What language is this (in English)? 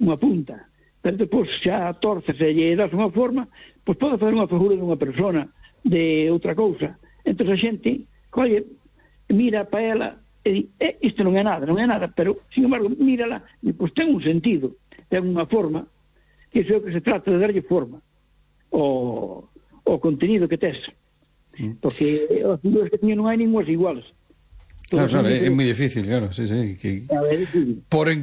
Galician